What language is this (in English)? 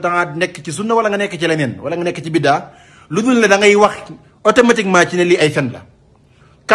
Wolof